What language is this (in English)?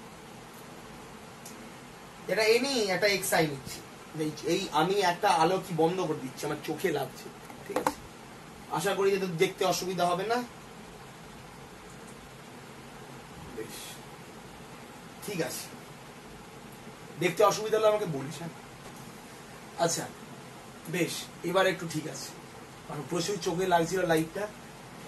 Bangla